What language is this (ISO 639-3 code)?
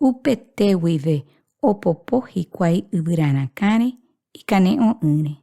grn